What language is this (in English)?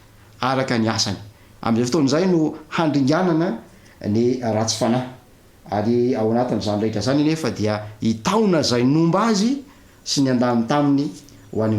Malagasy